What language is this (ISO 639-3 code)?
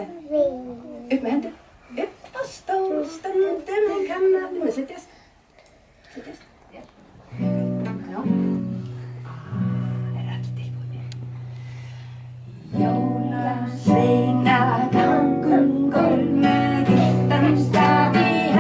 isl